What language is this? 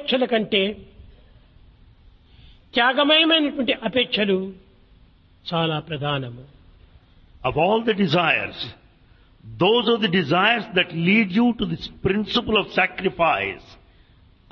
Telugu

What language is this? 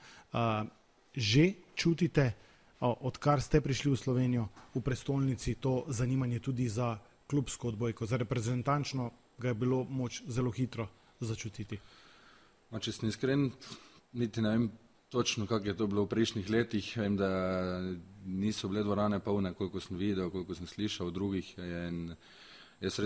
Slovenian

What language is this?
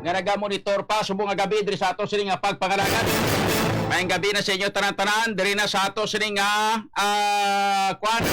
Hiligaynon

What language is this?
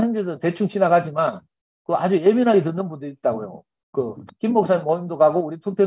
Korean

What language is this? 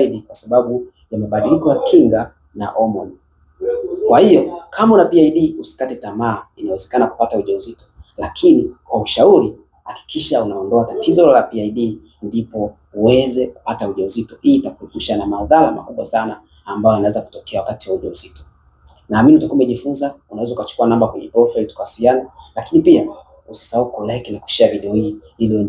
Swahili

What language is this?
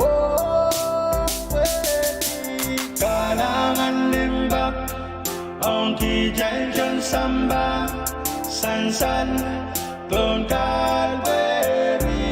Pohnpeian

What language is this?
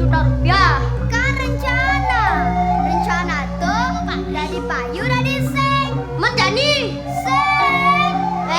Balinese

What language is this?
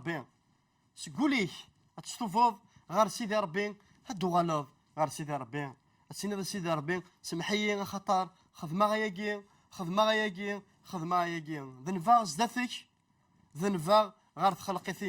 Kabyle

